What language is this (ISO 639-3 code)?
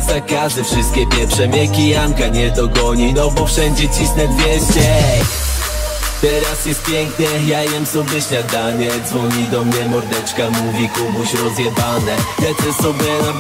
pol